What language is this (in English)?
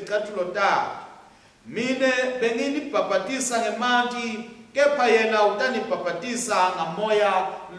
Swati